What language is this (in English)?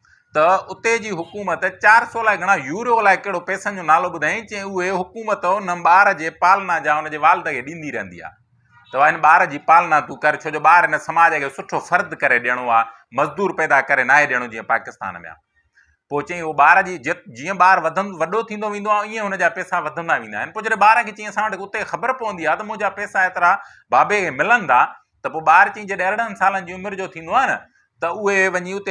Sindhi